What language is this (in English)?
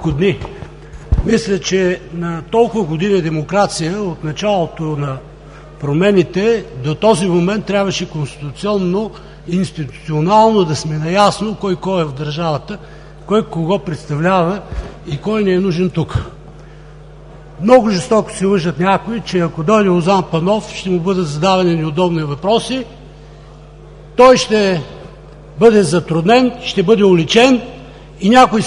Bulgarian